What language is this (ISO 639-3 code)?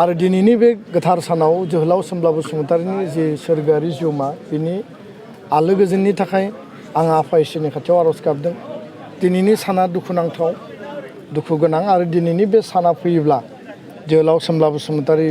brx